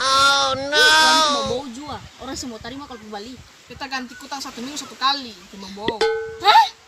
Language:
Ambonese Malay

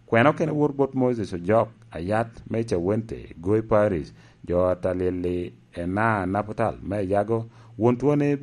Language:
Lango (Uganda)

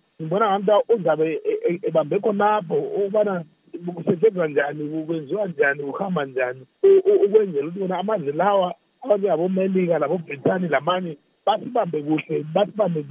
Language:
North Ndebele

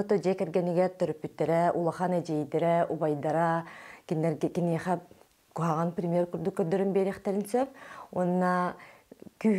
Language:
Yakut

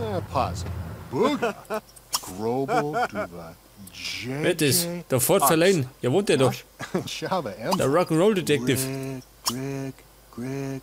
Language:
Bavarian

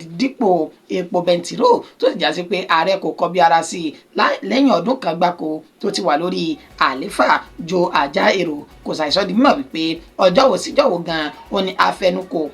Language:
Yoruba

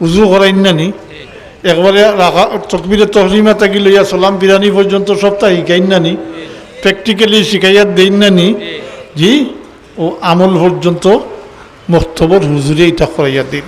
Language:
Sylheti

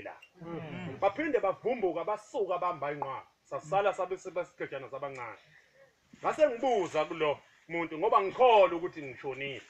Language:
Zulu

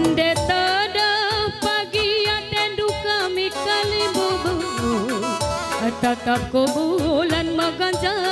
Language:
Batak Karo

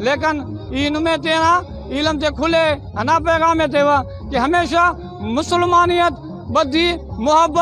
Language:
Brahui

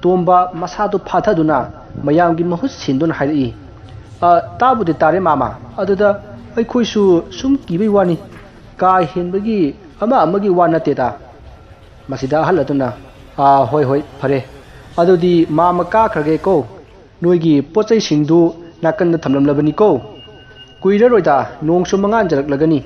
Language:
Manipuri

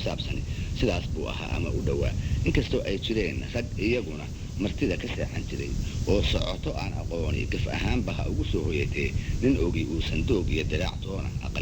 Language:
Somali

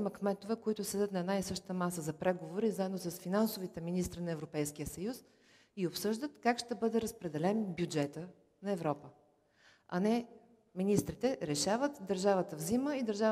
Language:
Bulgarian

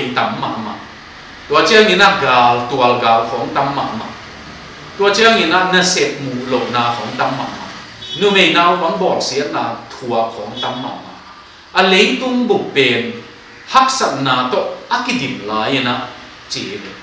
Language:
Tedim Chin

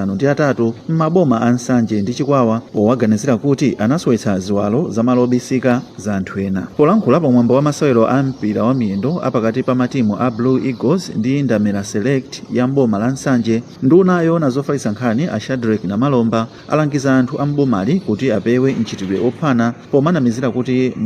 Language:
Nyanja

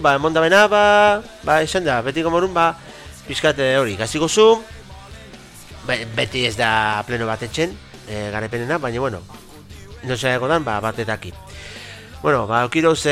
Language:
Basque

